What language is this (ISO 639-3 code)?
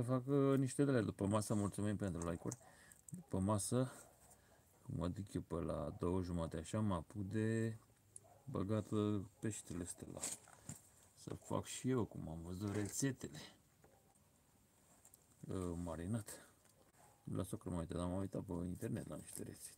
ron